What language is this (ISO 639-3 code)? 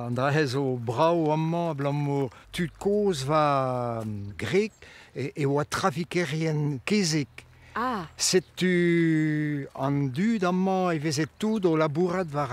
bre